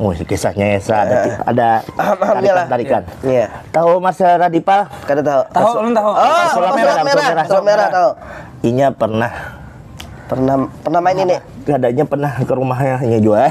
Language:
Banjar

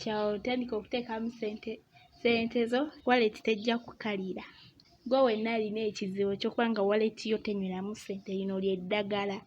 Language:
Ganda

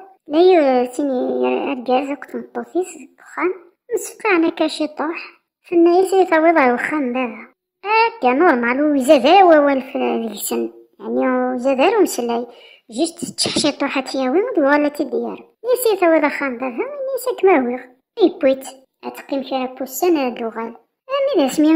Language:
Kabyle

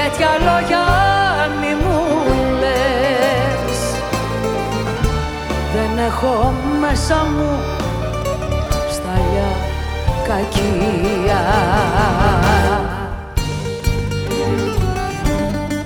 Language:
Greek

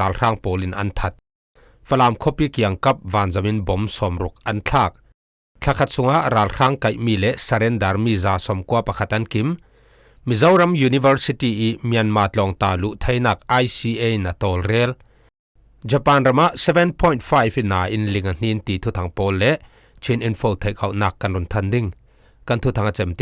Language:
Falam Chin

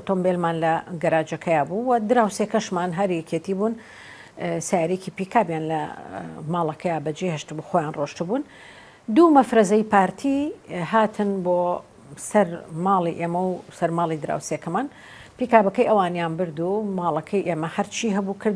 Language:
Central Kurdish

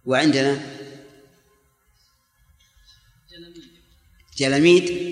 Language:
Arabic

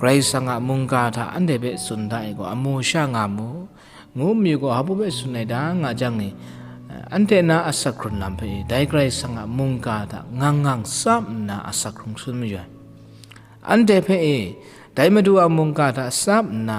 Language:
Kachin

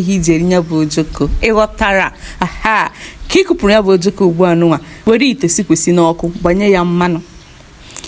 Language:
Igbo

